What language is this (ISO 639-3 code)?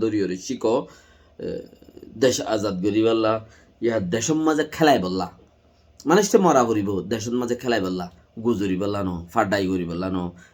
rhg